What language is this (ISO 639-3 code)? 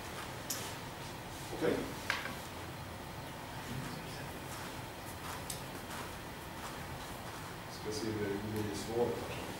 swe